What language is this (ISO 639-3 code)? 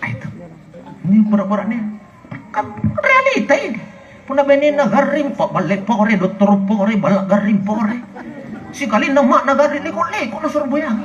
mak